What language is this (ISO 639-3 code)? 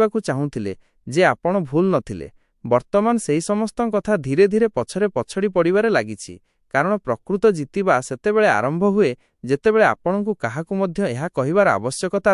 ori